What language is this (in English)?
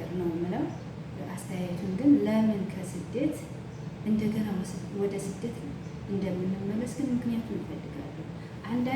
Amharic